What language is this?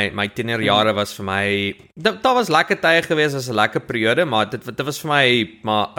Afrikaans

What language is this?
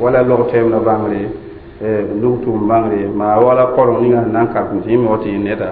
Mossi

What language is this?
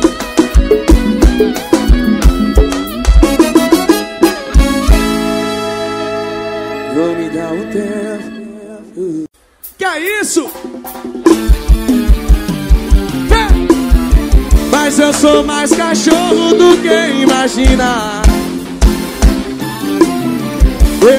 Portuguese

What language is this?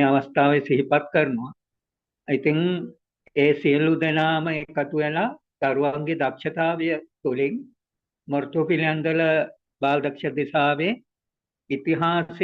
Sinhala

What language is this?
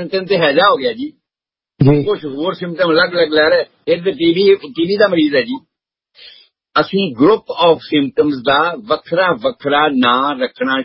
Punjabi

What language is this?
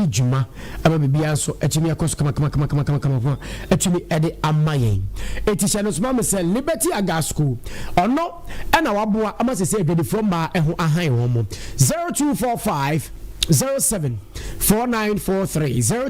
Akan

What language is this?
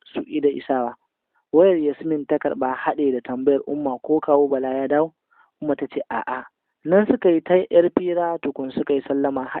Hausa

